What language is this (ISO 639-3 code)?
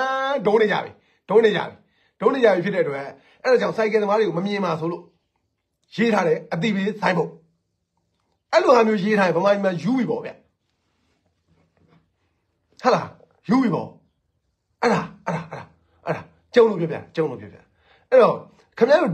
mya